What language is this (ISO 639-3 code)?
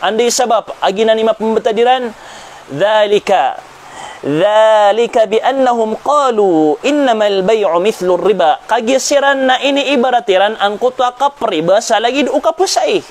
mrw